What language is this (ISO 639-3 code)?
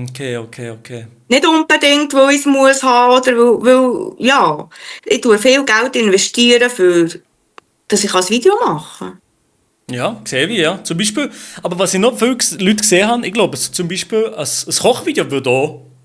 gsw